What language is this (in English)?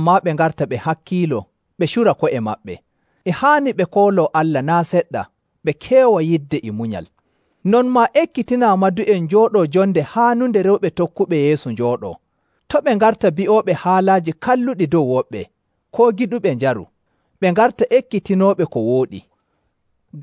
Nigerian Fulfulde